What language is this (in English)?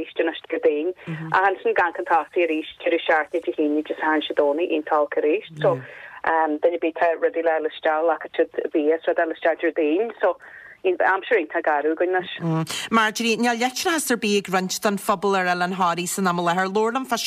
Irish